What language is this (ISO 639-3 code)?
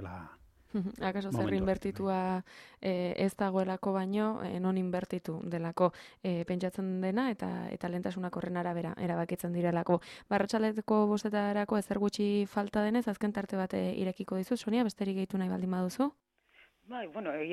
eus